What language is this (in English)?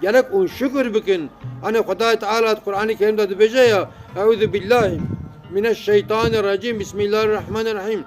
Kurdish